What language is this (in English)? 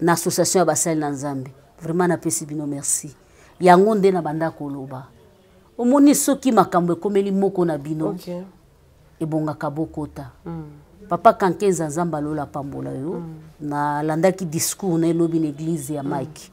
Lingala